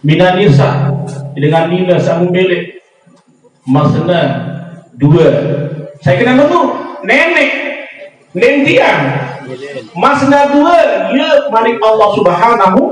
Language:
Sasak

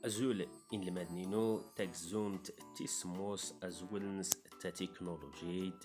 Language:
Standard Moroccan Tamazight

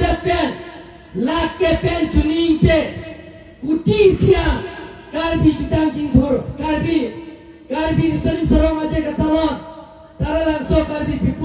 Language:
Karbi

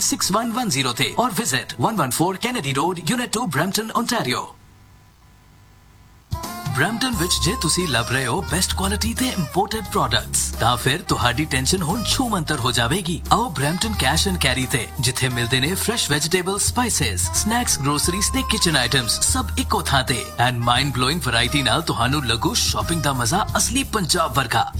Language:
Punjabi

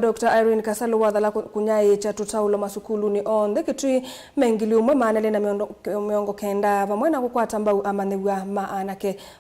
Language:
Kamba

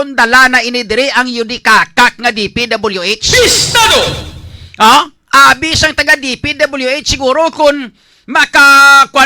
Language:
Hiligaynon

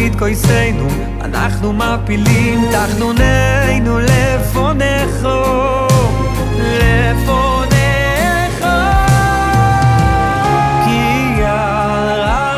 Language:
Hebrew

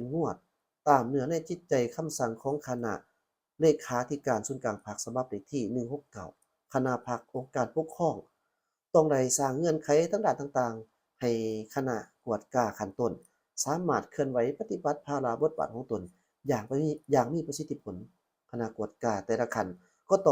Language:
Lao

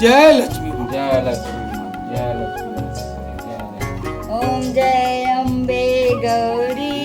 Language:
Chhattisgarhi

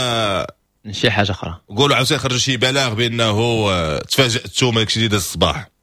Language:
Moroccan Arabic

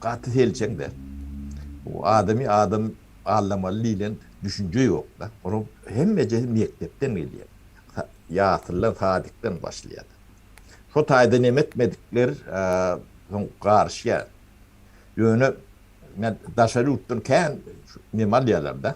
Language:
Turkmen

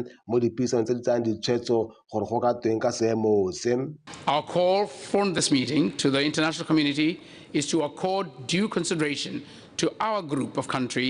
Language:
Tswana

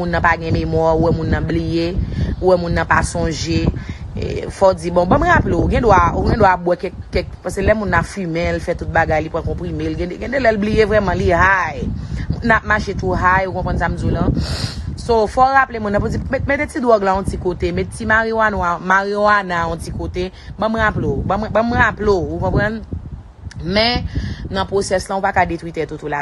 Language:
Haitian Creole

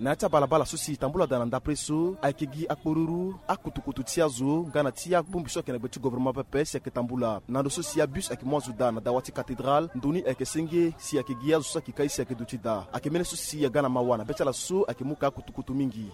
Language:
Sango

